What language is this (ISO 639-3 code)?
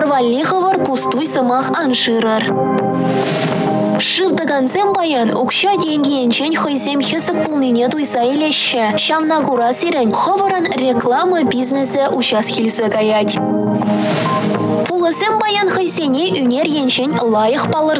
chv